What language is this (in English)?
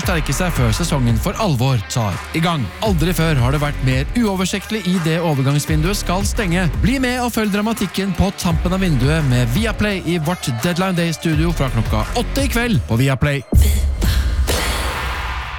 Norwegian